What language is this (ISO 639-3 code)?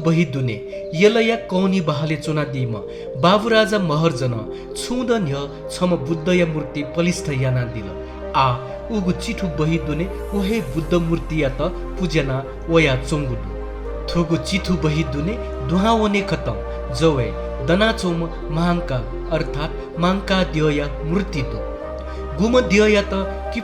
new